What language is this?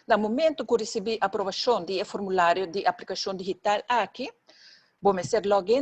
Papiamento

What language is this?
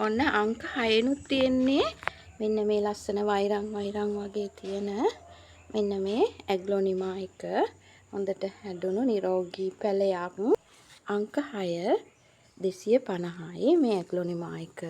Sinhala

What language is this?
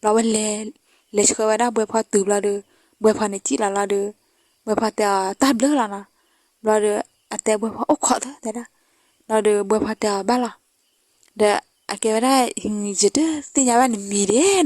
S'gaw Karen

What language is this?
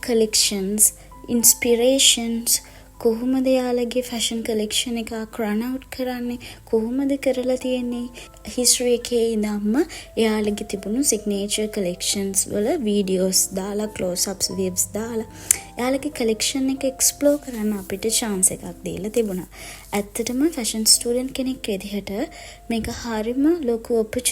Sinhala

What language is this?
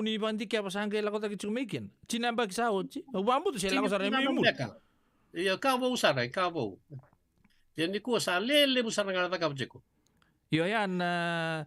Fijian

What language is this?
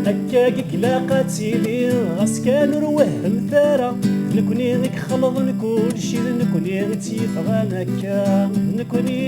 Kabyle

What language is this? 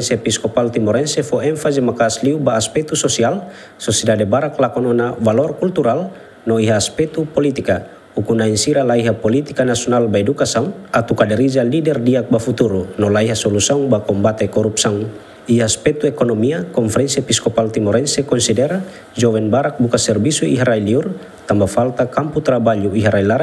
Tetum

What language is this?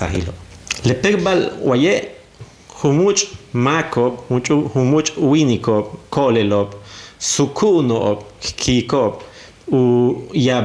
Yucateco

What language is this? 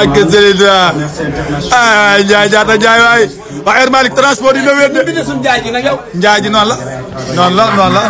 Wolof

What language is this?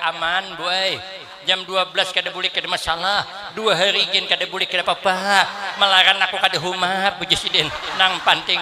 Banjar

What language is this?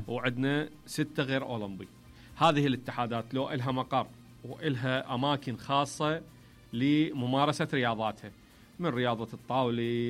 Mesopotamian Arabic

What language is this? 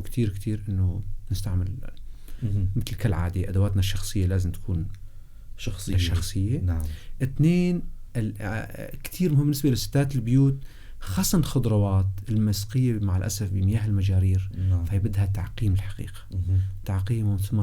North Levantine Arabic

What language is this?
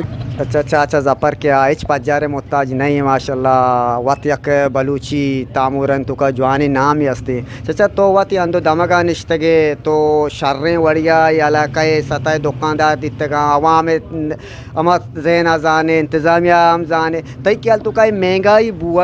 Eastern Balochi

